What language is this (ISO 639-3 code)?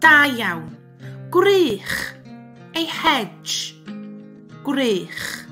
cym